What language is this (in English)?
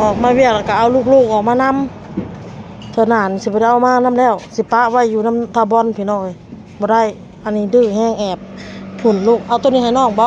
Northeastern Thai